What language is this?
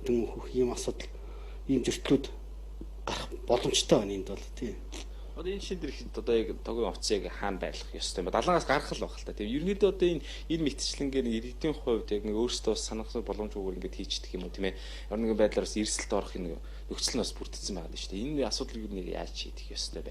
Mongolian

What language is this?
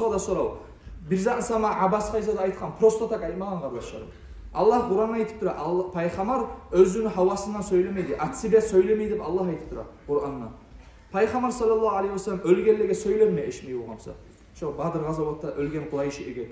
Kumyk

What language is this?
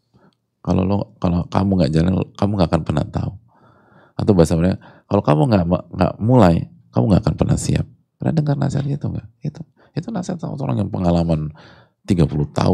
Indonesian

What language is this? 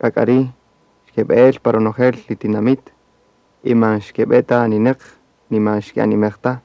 Kaqchikel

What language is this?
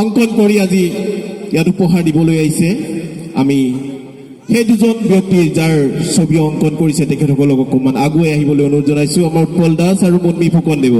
Assamese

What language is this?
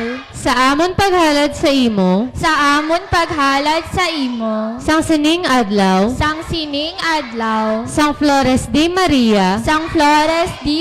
Hiligaynon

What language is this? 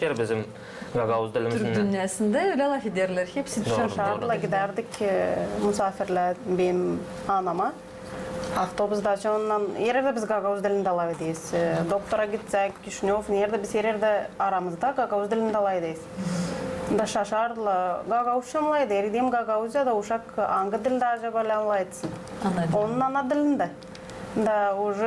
Gagauz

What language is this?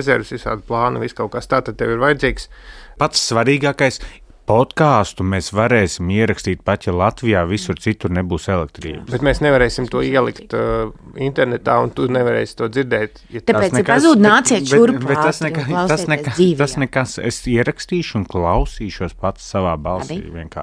Latvian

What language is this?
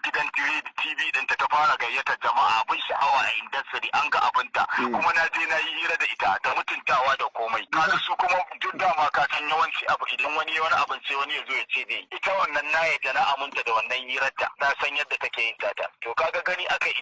Hausa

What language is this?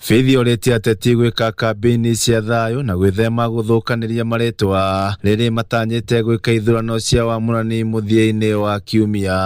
Kikuyu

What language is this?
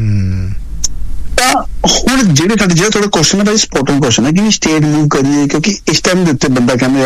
Punjabi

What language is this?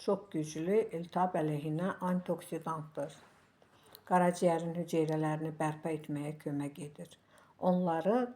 Azerbaijani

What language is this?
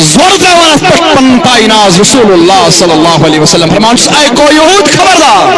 Kashmiri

